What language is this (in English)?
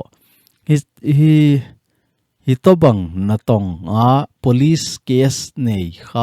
Thado Chin